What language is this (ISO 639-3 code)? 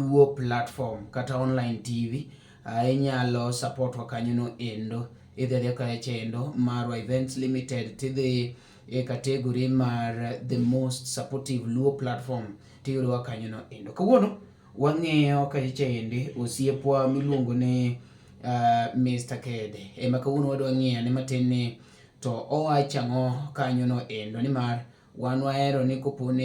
luo